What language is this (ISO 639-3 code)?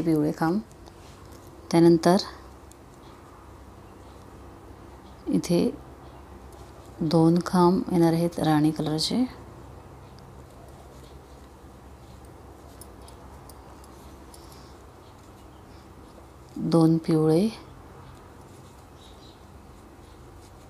mar